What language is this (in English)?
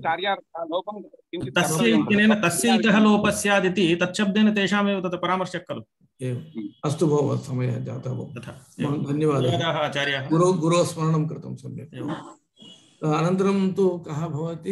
Sanskrit